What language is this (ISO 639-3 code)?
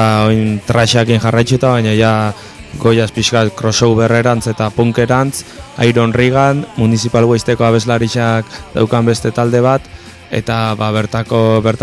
eus